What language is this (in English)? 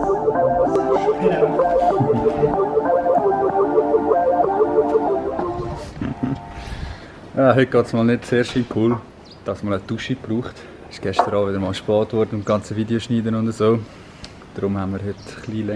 Swiss German